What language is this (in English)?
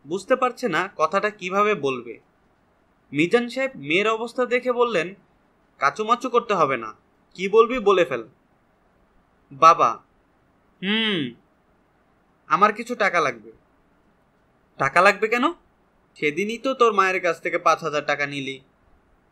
Bangla